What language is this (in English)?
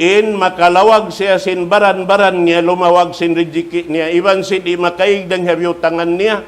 Tausug